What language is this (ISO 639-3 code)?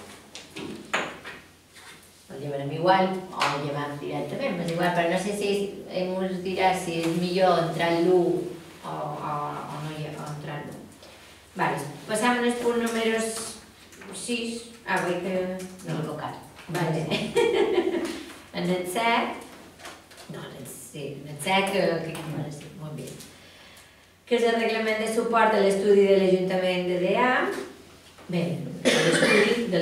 cat